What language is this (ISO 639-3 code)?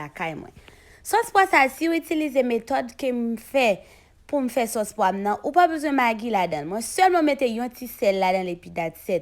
hat